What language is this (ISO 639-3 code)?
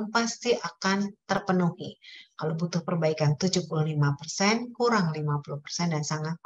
ind